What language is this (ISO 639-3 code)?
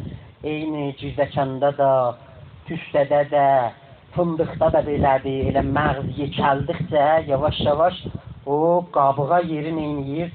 azb